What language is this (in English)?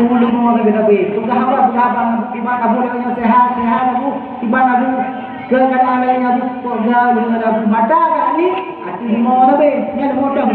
Achinese